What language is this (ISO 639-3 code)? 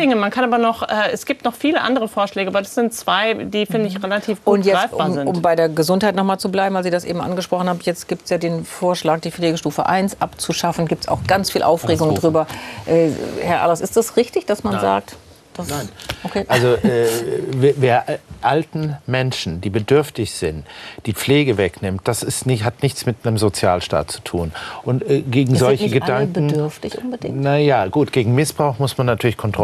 deu